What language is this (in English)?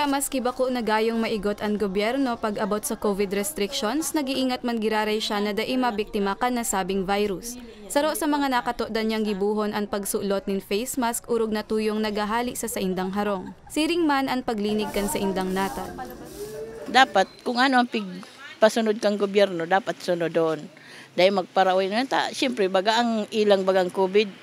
Bikol